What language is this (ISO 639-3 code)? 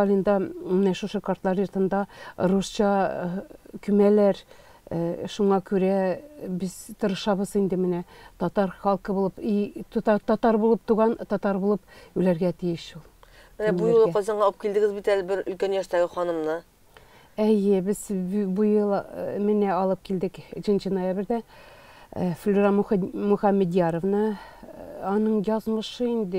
tat